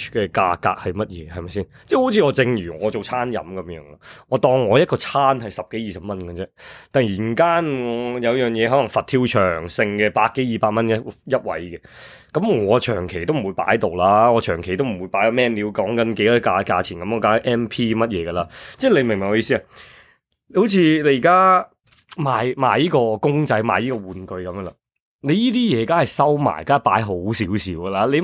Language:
Cantonese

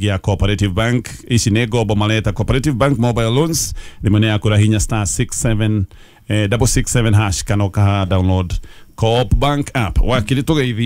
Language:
Kikuyu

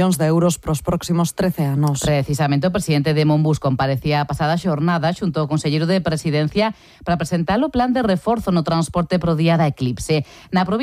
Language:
Galician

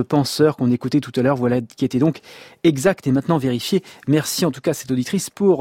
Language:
French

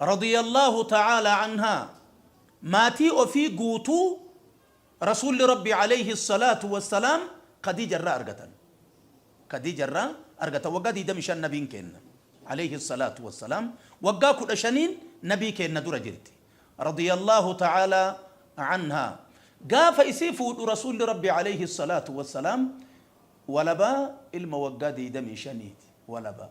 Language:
Oromo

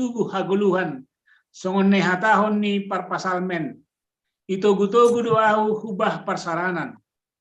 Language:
Batak Simalungun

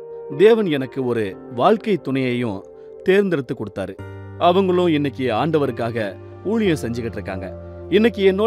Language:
Tamil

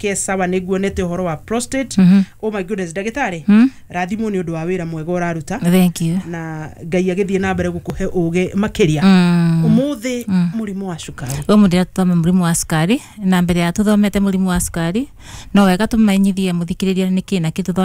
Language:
Kikuyu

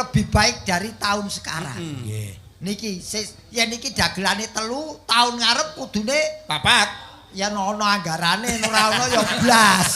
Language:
Javanese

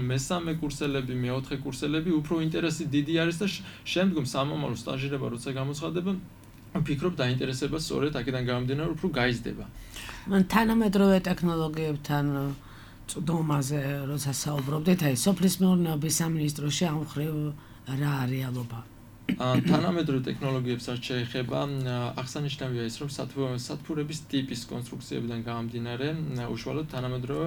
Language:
Georgian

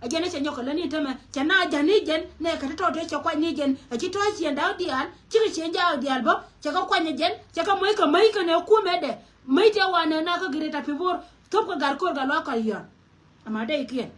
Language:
Nuer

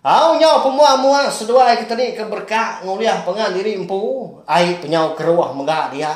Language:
Iban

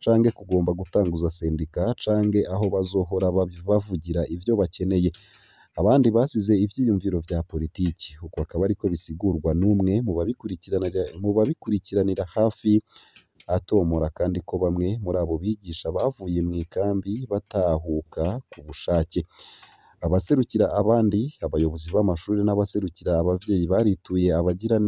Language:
Rundi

